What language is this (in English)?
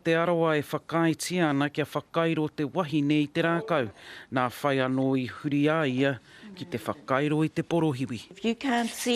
Māori